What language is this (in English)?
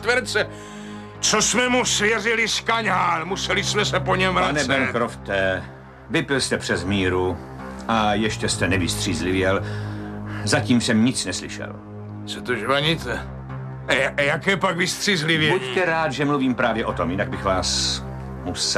Czech